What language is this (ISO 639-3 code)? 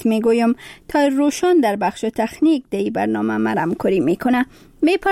fas